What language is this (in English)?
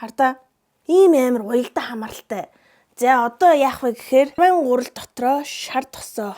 Mongolian